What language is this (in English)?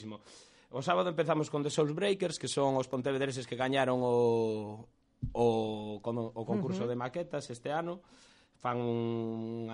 Galician